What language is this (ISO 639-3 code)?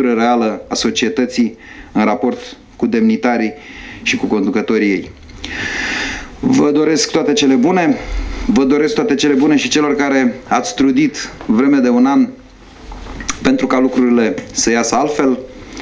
ron